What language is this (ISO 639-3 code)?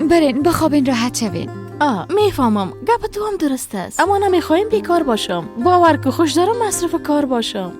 fas